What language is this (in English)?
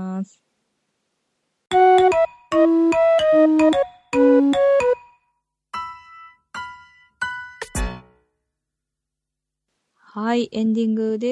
Japanese